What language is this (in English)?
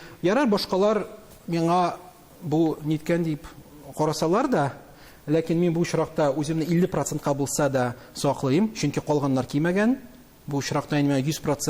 Tatar